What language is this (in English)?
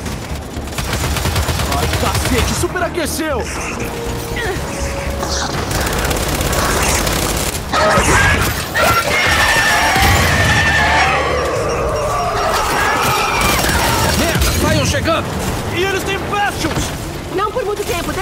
Portuguese